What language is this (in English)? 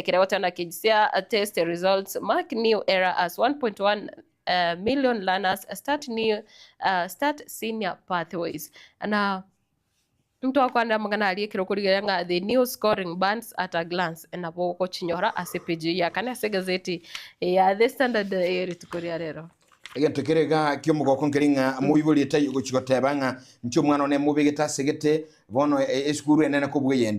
Gusii